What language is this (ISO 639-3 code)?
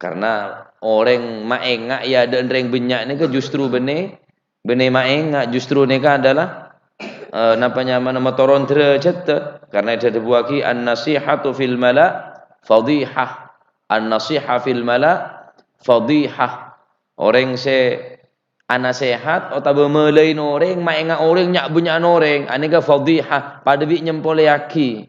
mad